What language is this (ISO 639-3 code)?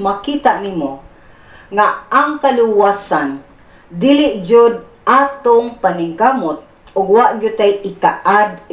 ceb